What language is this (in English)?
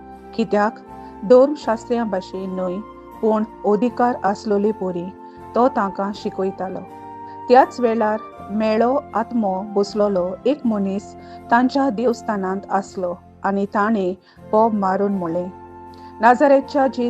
Konkani